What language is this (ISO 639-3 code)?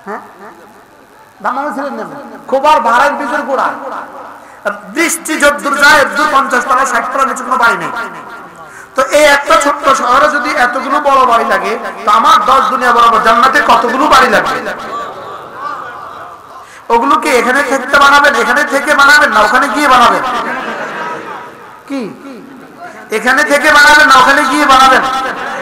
ben